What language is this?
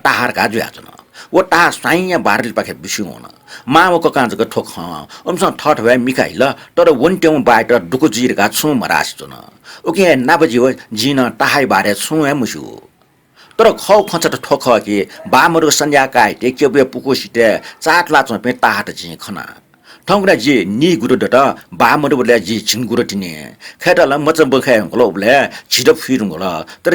Newari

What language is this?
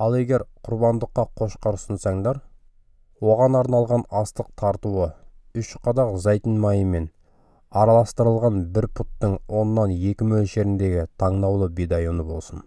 Kazakh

